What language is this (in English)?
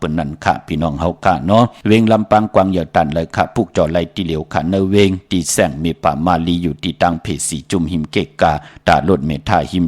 Shan